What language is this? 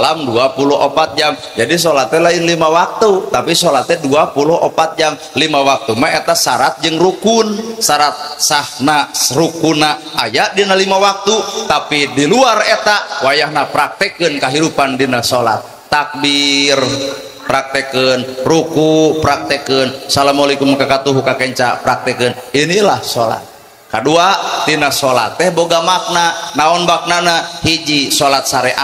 Sundanese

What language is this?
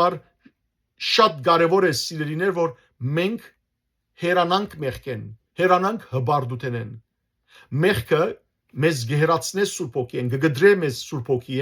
Western Armenian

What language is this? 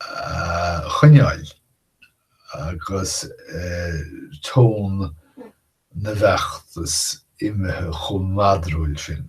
Irish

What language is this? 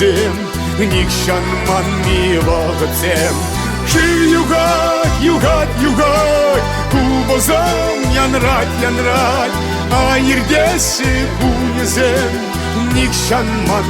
Chuvash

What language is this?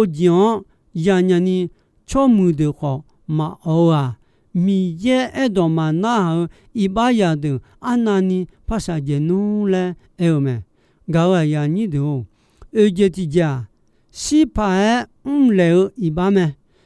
Akha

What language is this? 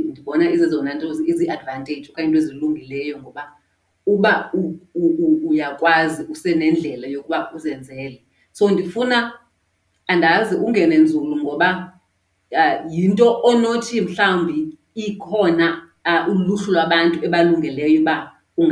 Xhosa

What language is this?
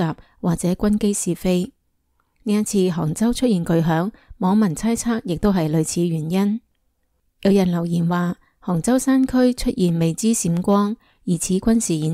Cantonese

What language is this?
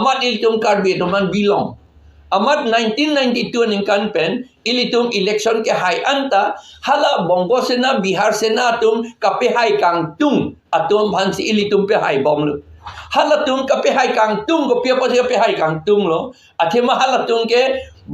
Karbi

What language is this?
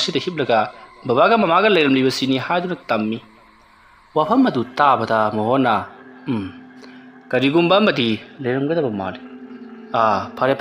Manipuri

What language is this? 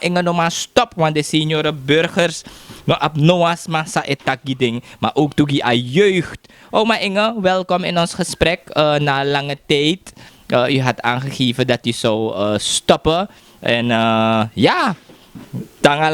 Sranan Tongo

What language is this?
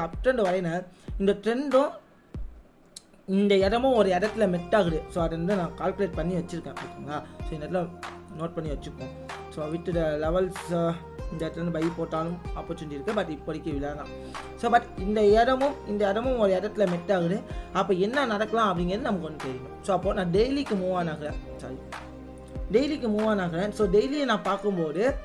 Tamil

